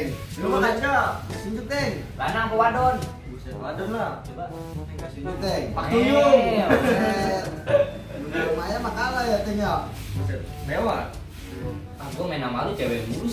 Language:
Betawi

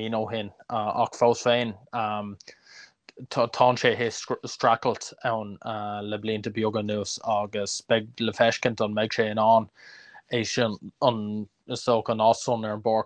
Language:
Irish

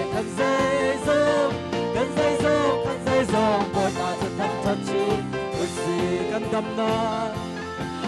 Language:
Hakha Chin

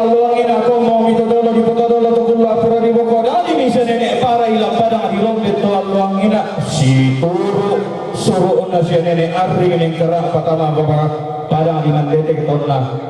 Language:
Toraja-Sa'dan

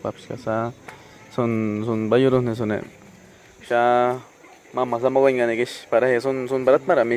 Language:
Awa-Cuaiquer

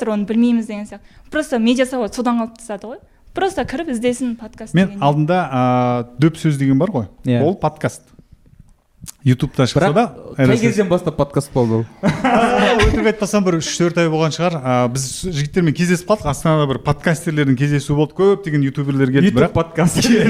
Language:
Kazakh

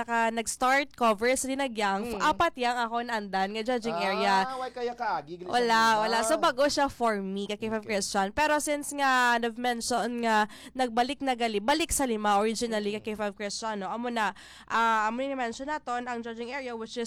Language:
Hiligaynon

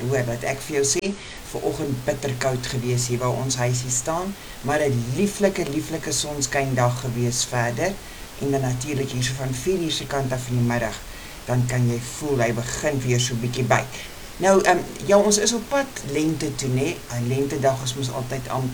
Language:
Afrikaans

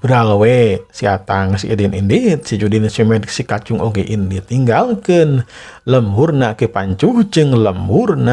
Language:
Sundanese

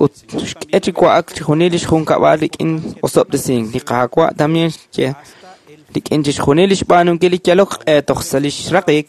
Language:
Kekchí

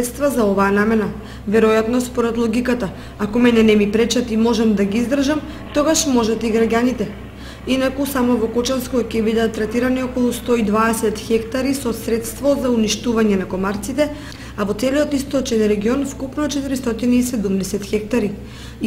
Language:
Macedonian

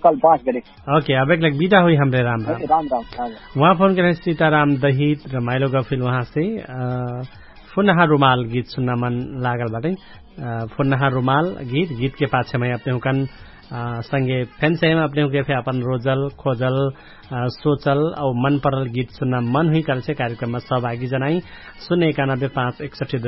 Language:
Dangaura Tharu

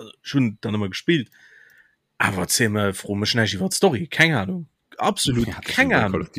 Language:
Luxembourgish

